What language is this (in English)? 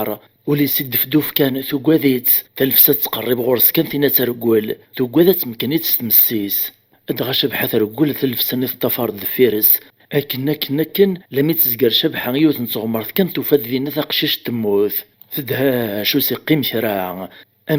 Kabyle